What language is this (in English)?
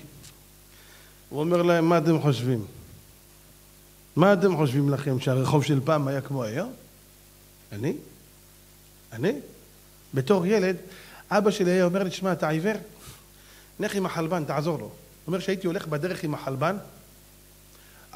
Hebrew